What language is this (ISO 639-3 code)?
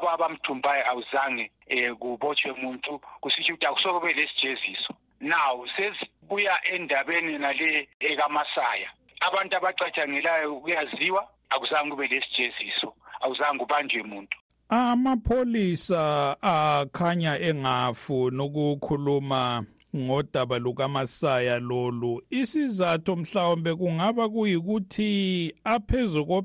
nde